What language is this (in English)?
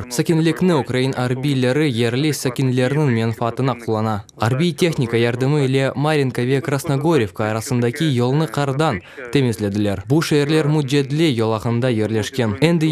Crimean Tatar